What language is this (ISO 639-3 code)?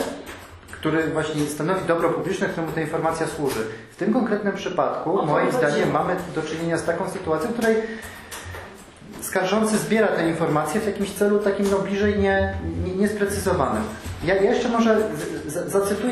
pol